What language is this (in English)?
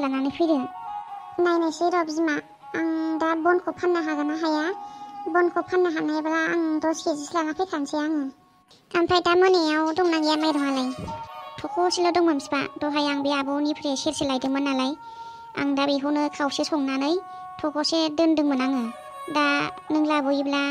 Bodo